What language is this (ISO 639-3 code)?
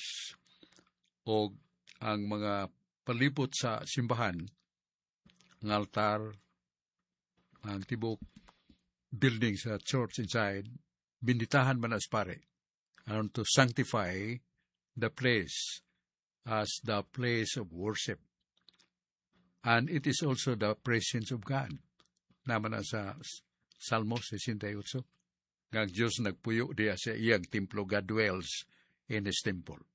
ceb